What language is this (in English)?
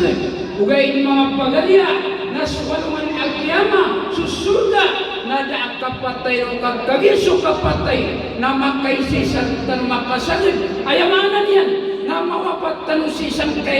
Maranao